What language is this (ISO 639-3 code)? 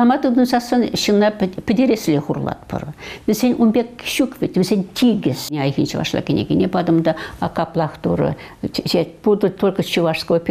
chv